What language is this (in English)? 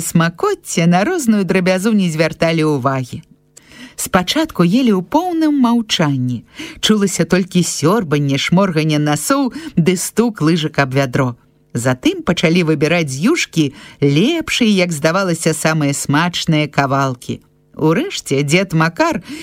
Belarusian